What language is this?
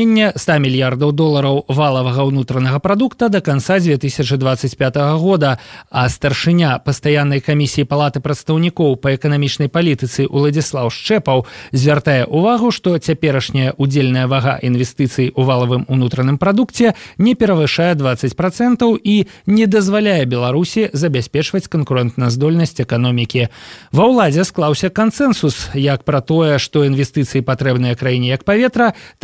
Belarusian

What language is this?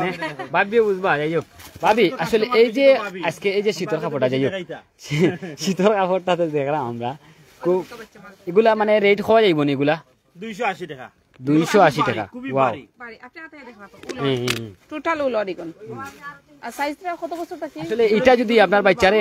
Sylheti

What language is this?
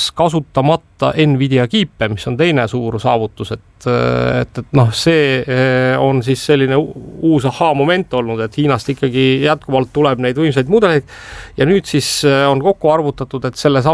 Estonian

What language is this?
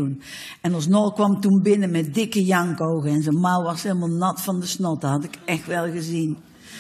Dutch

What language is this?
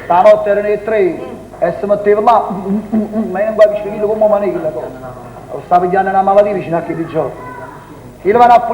Neapolitan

